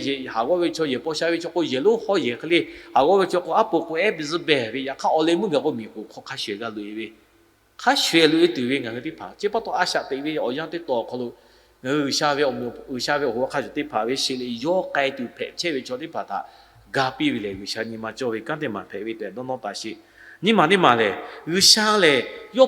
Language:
Lahu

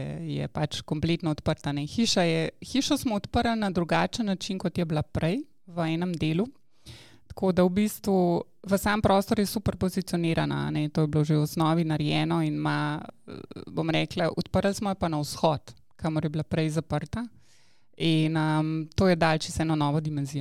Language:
Slovenian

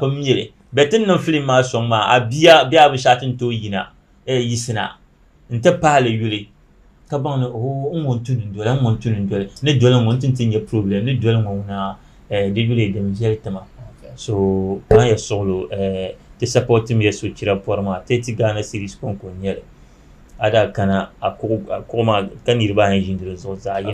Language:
Dagbani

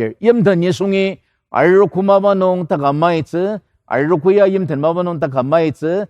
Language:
Ao Naga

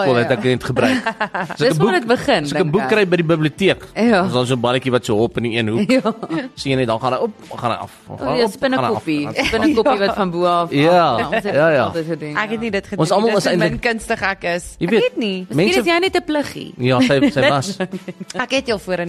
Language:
Afrikaans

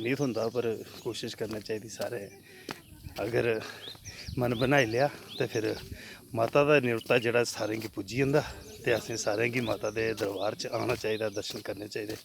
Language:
Dogri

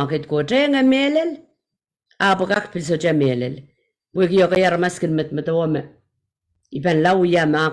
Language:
Pohnpeian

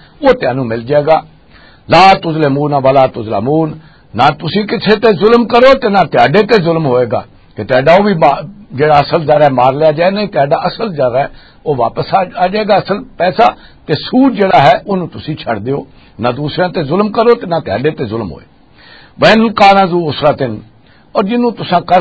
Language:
Western Panjabi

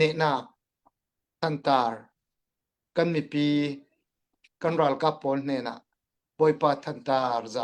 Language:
Hakha Chin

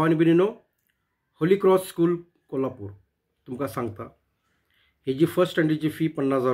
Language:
Konkani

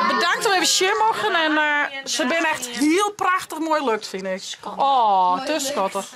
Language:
Western Frisian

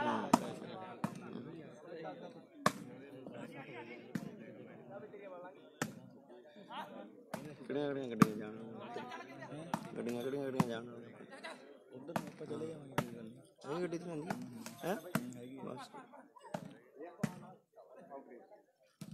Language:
Punjabi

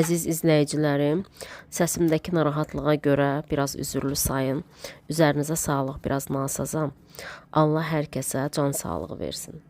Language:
Azerbaijani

